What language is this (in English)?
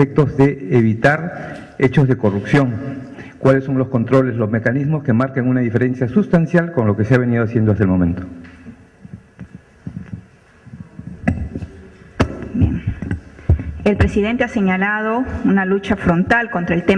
Spanish